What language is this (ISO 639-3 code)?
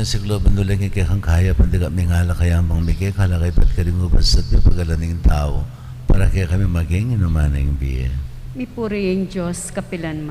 pam